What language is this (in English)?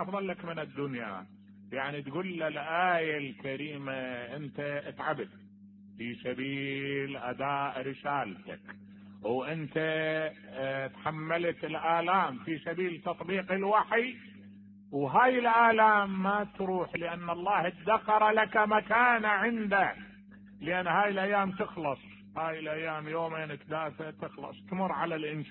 Mesopotamian Arabic